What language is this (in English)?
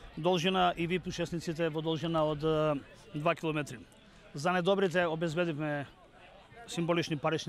Macedonian